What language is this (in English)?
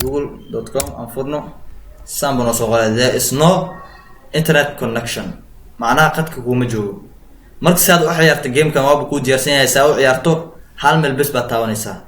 Somali